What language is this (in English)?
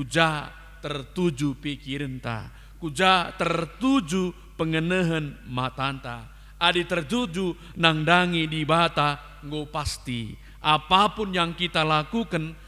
Batak Karo